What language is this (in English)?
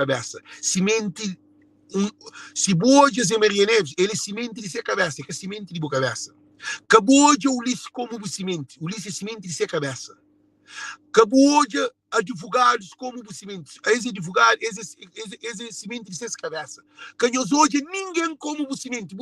Kabuverdianu